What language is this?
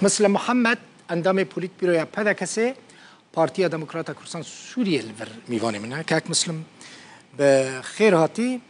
Kurdish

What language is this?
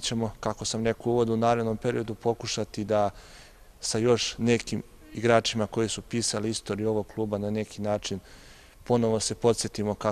Serbian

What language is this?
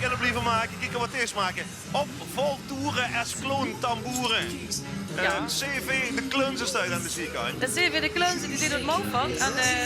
Limburgish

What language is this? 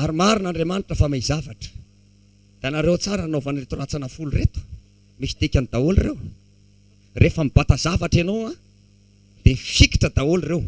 Malagasy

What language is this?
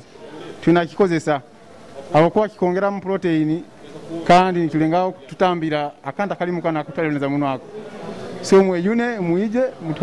Nyoro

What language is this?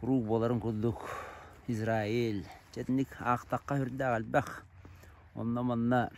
Yakut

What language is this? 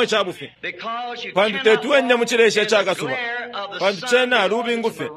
Bemba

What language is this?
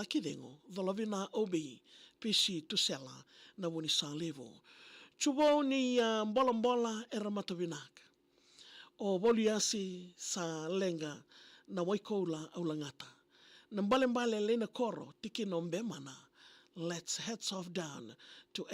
Fijian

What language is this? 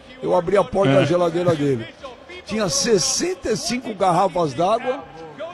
Portuguese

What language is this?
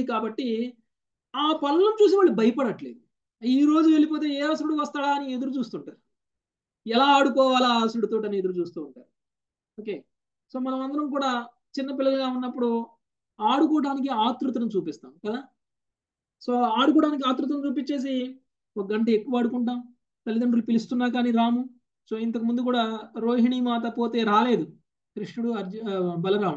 Telugu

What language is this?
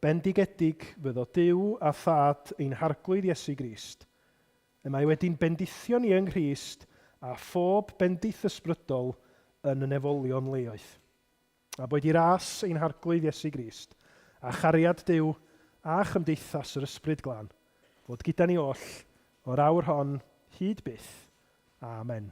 Welsh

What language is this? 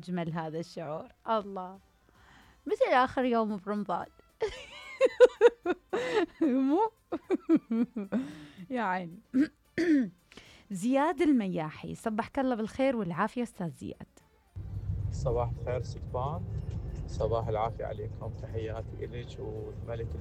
Mesopotamian Arabic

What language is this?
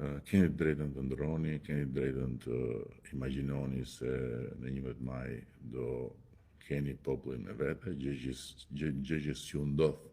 Albanian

